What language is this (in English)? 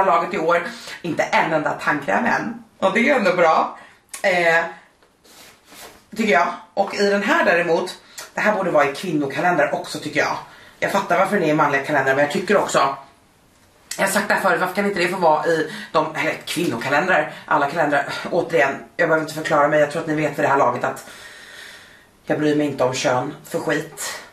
Swedish